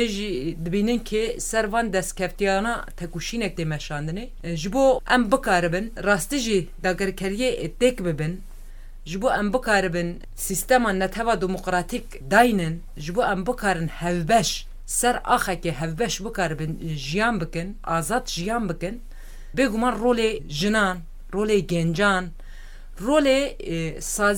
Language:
Kurdish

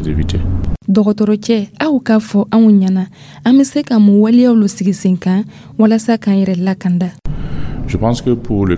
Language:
Dyula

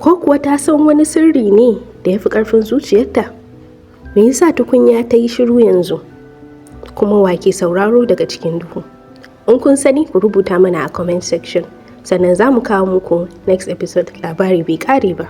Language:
Hausa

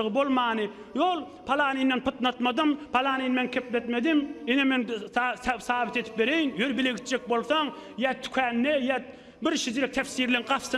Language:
Turkmen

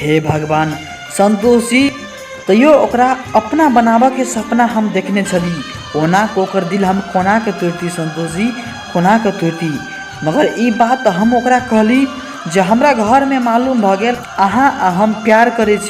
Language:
Maithili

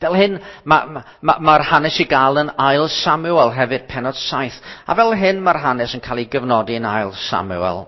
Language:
Welsh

